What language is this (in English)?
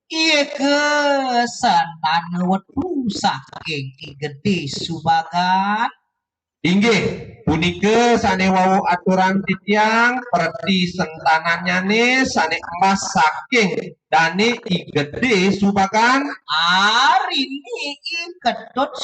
Balinese